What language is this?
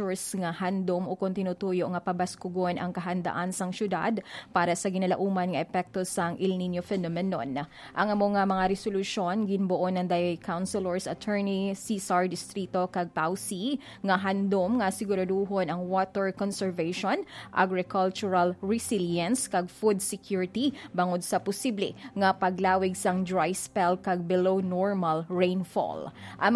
Hiligaynon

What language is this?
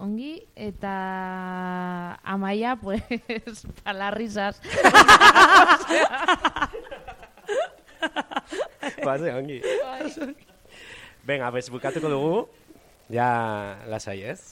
Basque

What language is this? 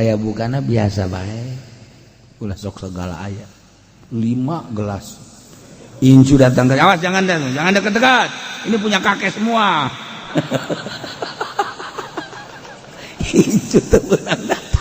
Sundanese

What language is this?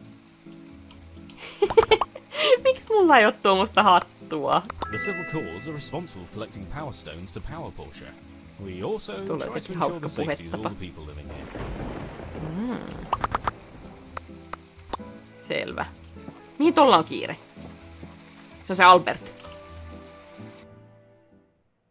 Finnish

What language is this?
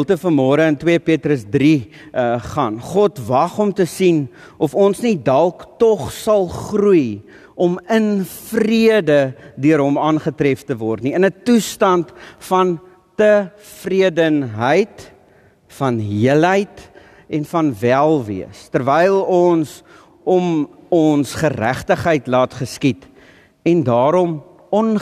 Afrikaans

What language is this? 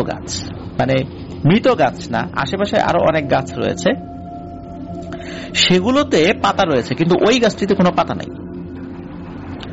Bangla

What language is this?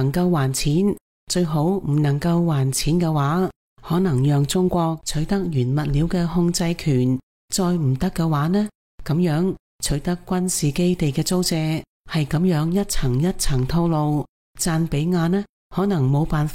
Cantonese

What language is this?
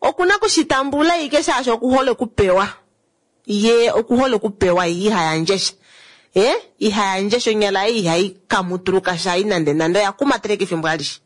Kuanyama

